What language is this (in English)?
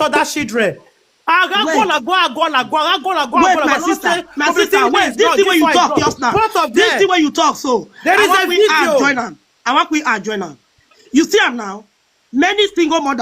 Nigerian Pidgin